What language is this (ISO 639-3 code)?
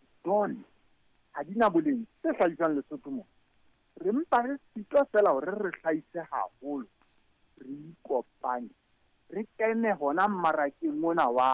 sot